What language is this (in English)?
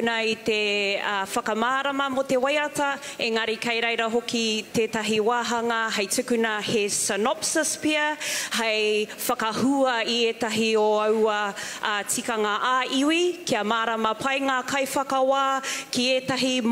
Māori